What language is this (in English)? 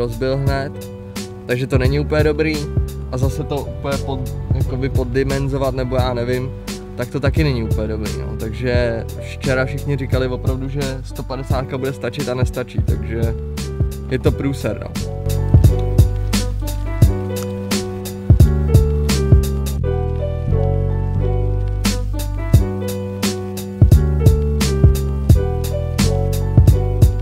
Czech